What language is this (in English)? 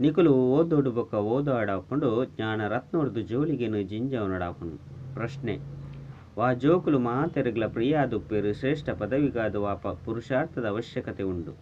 Tulu